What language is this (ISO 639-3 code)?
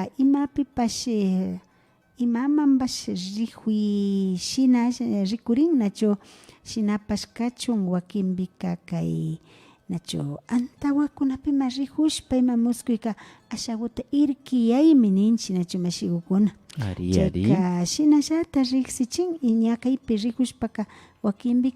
qvi